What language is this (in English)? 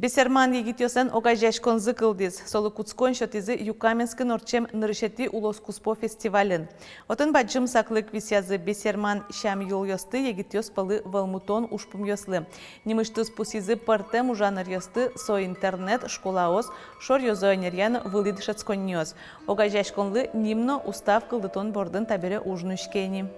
Udmurt